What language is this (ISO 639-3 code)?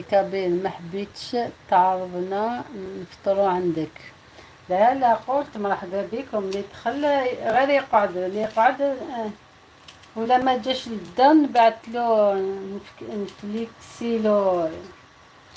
arq